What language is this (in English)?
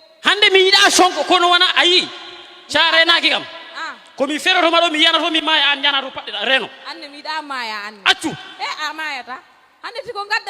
Fula